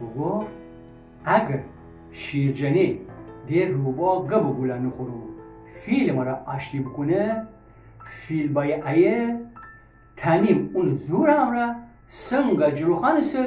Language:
Gilaki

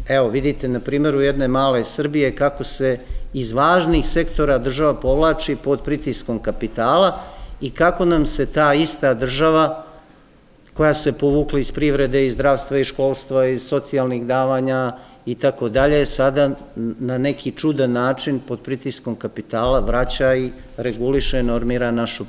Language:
Serbian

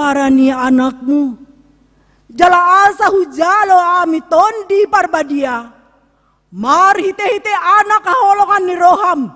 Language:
Batak Toba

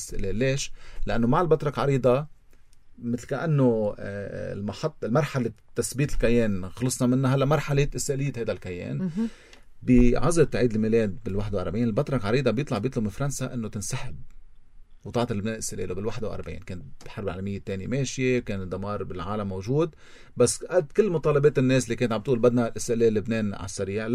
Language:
North Levantine Arabic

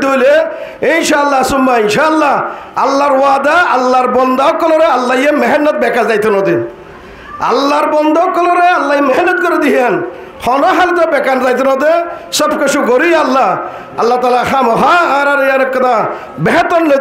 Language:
Rohingya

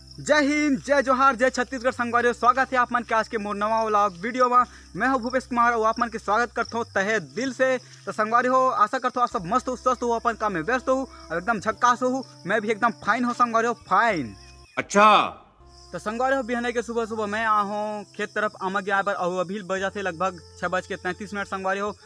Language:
Chhattisgarhi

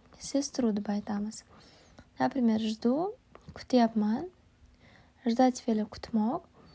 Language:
Uzbek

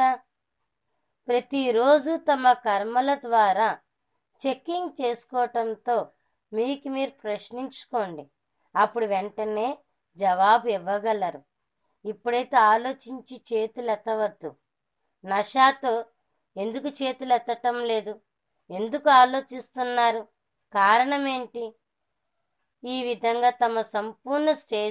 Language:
Telugu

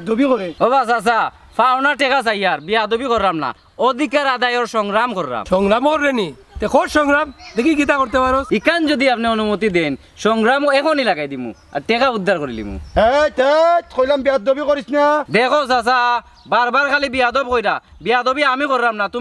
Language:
Sylheti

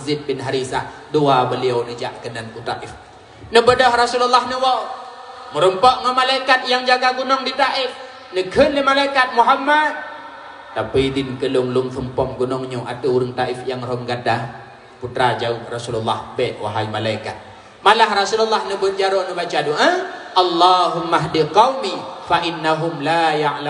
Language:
Achinese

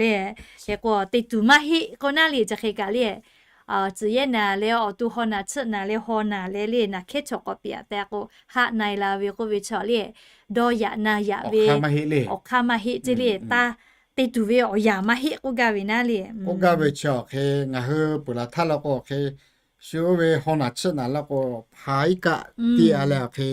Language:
Lahu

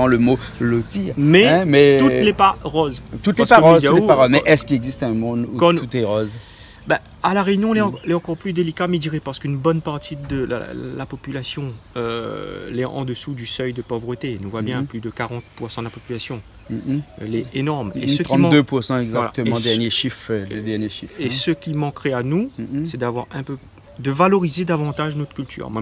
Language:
Réunion Creole French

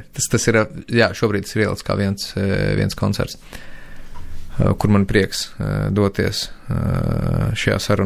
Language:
Latvian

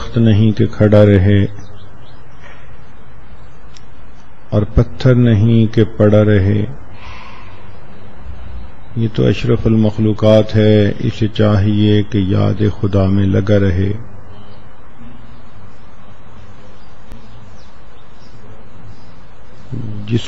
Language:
Urdu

